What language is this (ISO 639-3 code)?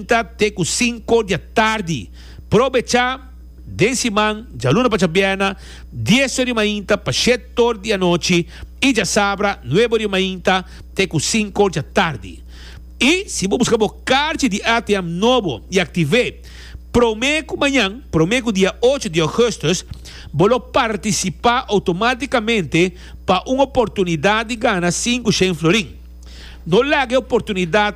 pap